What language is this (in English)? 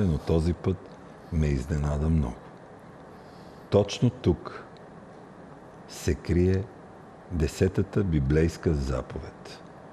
Bulgarian